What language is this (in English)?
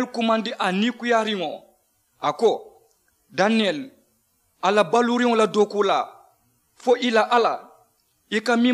Mandingo